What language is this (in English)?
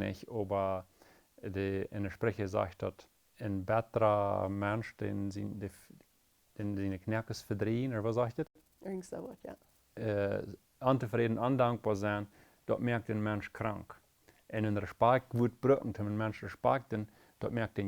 Plautdietsch